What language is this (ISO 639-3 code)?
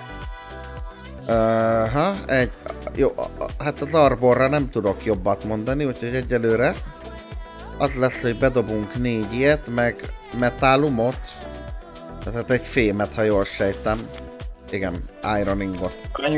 hun